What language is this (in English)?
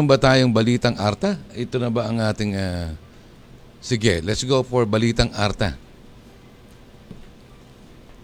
Filipino